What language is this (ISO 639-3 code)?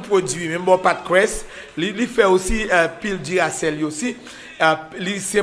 hat